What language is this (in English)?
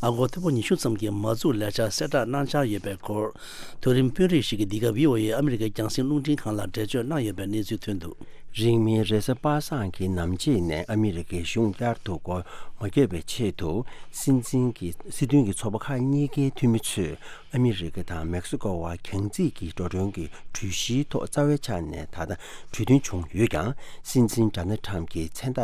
Tibetan